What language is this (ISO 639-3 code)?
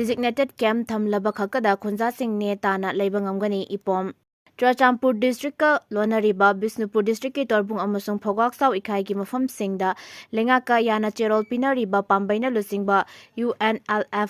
mni